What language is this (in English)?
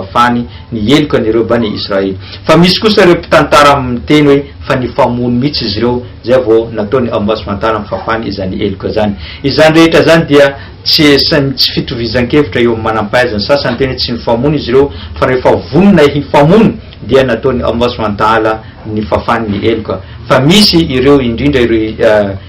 Malagasy